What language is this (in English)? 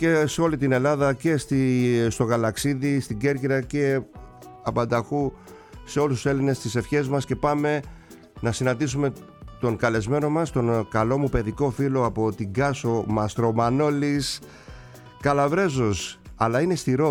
Greek